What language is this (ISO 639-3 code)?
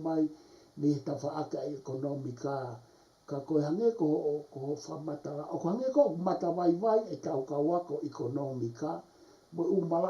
ton